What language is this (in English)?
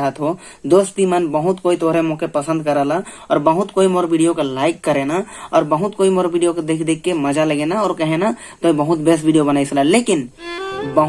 Sadri